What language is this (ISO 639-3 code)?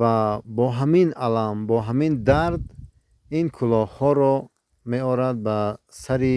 tgk